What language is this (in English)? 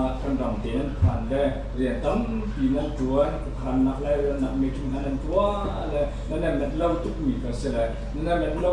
Hakha Chin